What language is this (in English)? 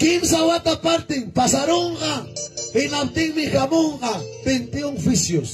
Ayacucho Quechua